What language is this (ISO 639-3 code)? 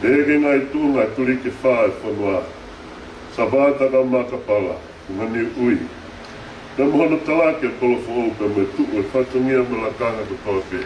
ton